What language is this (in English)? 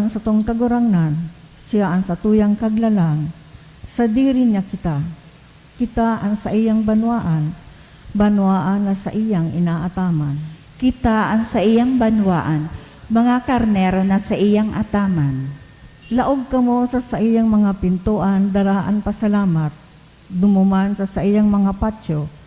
Bikol